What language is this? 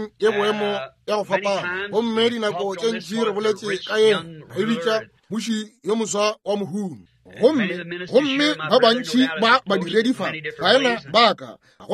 Northern Sotho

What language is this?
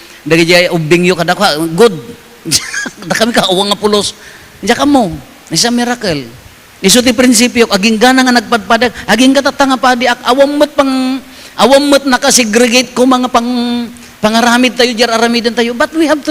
Iloko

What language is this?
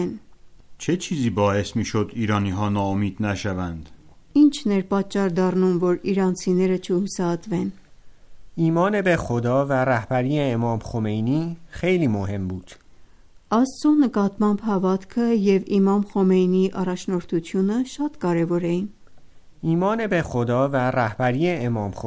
Armenian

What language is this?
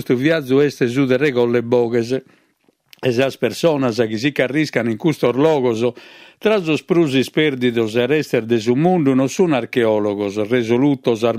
Sardinian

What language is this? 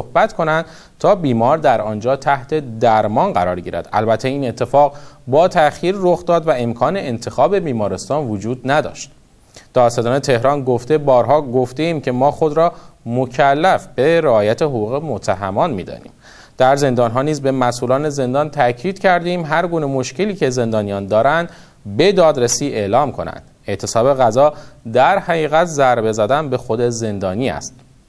Persian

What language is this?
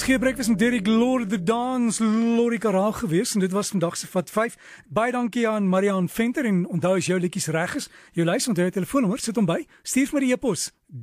Afrikaans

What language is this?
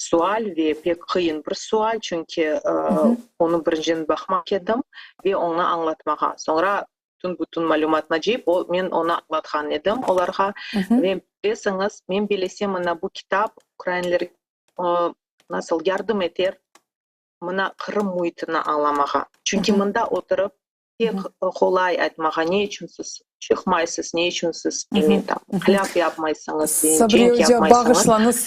Crimean Tatar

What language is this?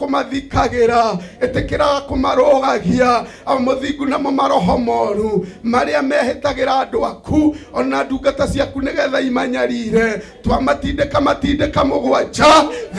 Kikuyu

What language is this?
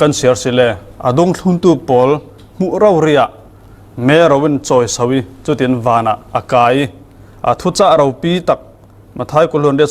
Falam Chin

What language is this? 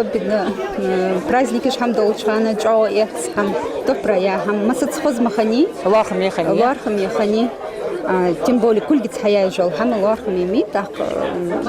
Ingush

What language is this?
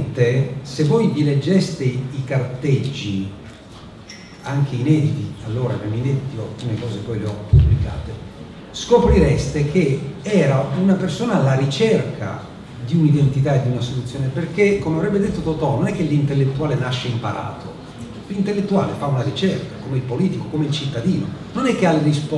Italian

